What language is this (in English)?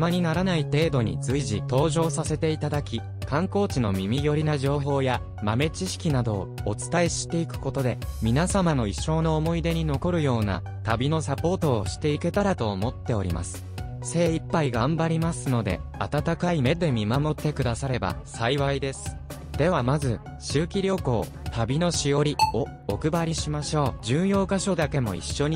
Japanese